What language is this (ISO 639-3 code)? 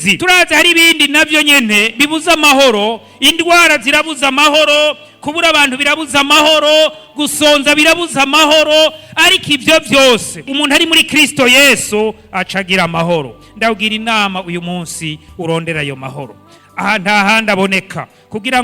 run